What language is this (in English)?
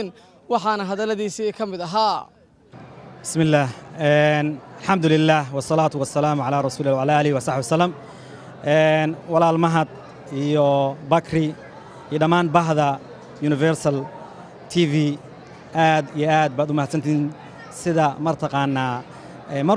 Somali